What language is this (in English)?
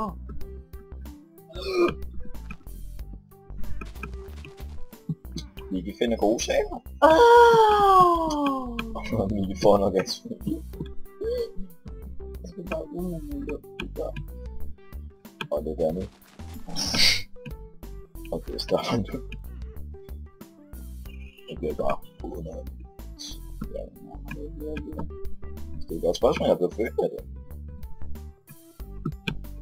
Danish